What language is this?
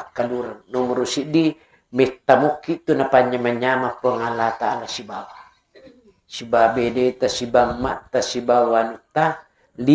Buginese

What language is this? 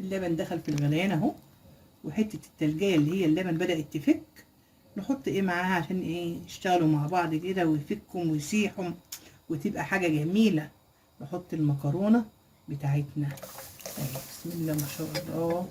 Egyptian Arabic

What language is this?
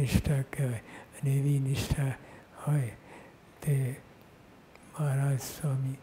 Gujarati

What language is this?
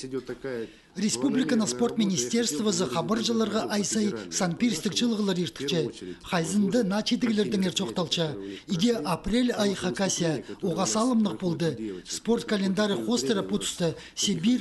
Khakas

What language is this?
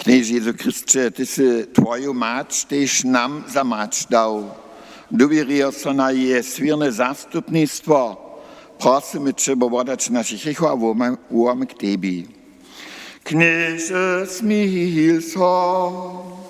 Upper Sorbian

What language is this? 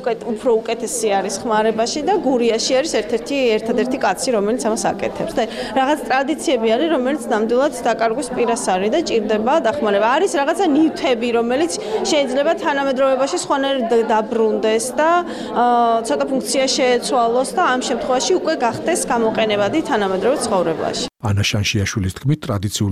Georgian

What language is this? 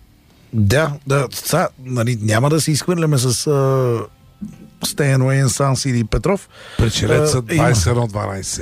Bulgarian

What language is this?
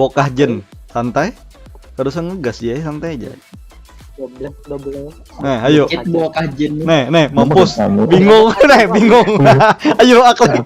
Banjar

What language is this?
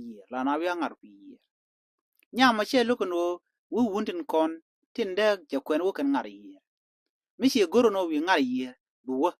Nuer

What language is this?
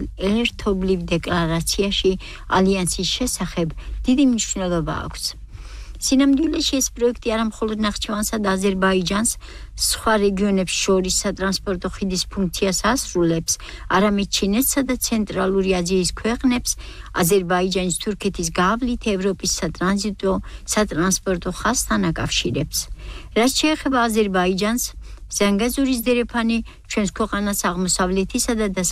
Georgian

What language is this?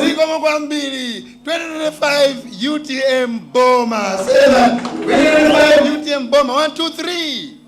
Nyanja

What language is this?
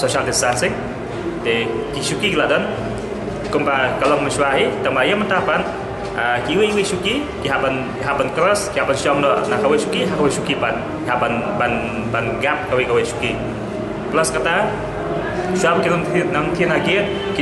Khasi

